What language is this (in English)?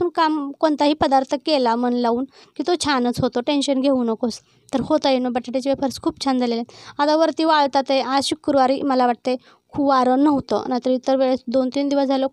Marathi